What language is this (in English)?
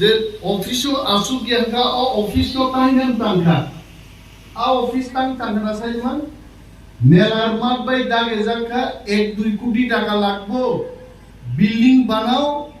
Kok Borok